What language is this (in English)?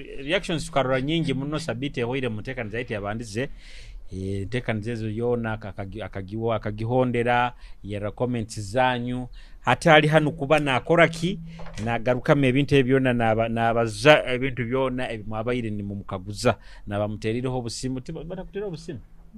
Nyoro